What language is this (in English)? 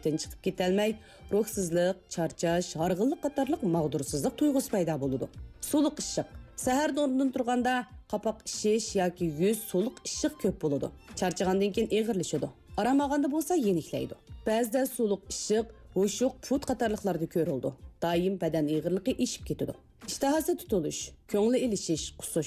Uyghur